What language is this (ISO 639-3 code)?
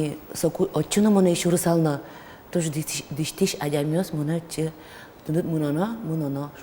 udm